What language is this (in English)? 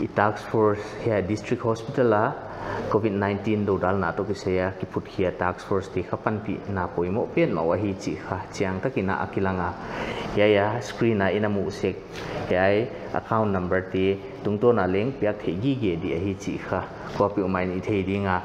Paite Chin